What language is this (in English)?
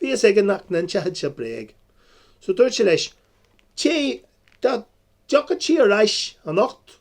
Irish